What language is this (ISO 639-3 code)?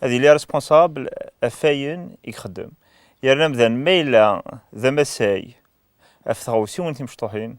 kab